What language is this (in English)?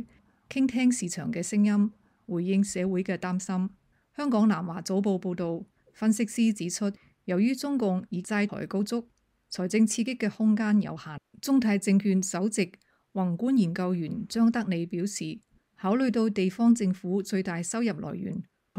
Cantonese